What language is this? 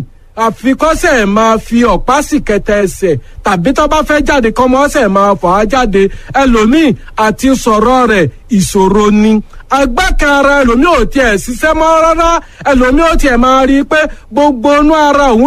Yoruba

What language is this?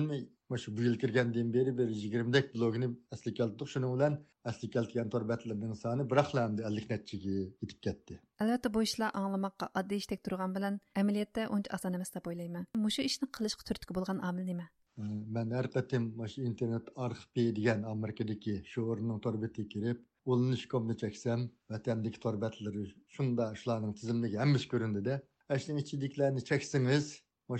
Uyghur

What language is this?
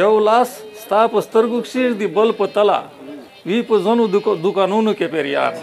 Pashto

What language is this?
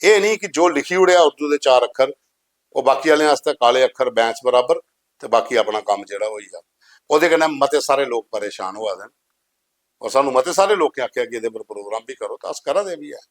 Dogri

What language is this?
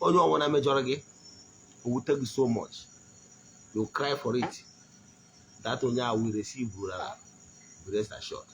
Igbo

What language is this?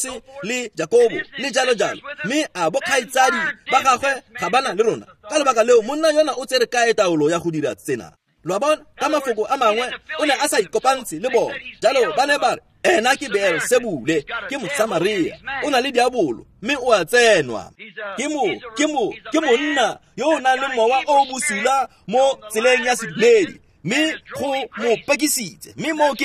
Tswana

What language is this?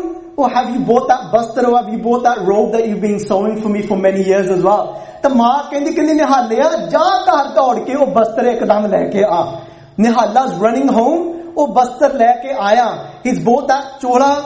Punjabi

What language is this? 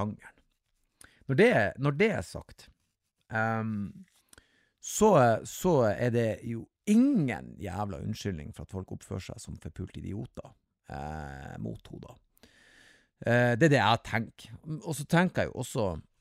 Norwegian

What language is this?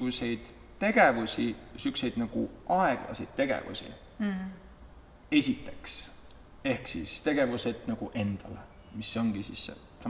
Estonian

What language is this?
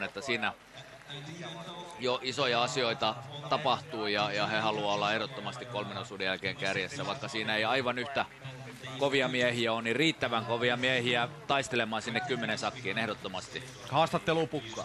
Finnish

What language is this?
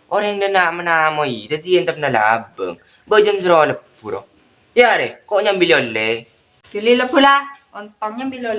Madurese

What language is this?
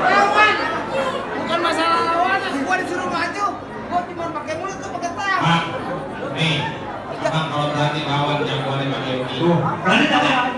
Betawi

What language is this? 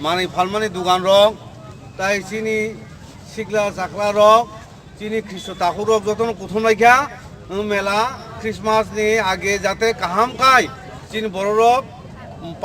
Kok Borok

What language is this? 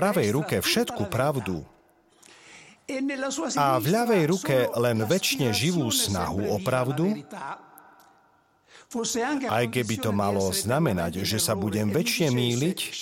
Slovak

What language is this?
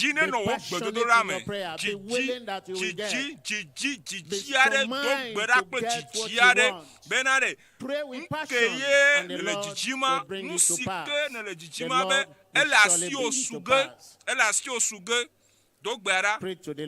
Ewe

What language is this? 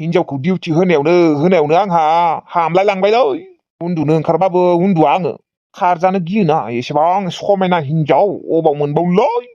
Bodo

